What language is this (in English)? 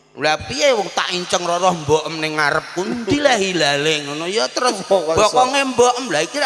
Javanese